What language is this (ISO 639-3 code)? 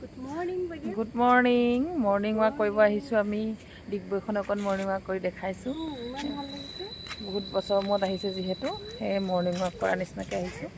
asm